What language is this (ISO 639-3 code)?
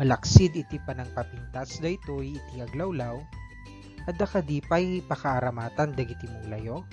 ilo